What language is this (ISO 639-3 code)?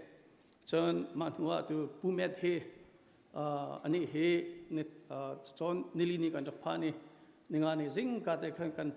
cnh